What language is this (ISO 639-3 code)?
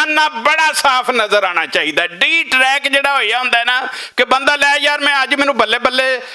lah